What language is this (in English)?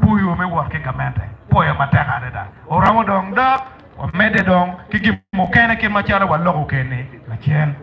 Acoli